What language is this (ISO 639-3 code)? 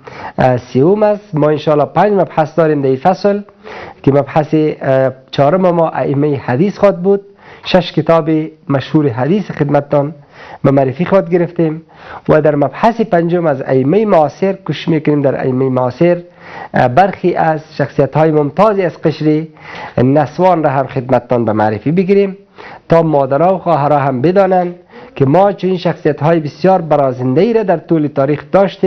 fas